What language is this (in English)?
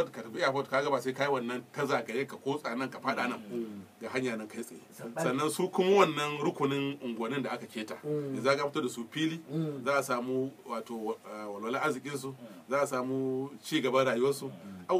Hausa